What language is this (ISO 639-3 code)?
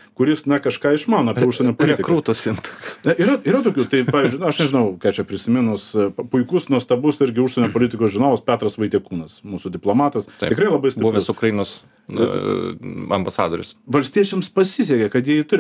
lit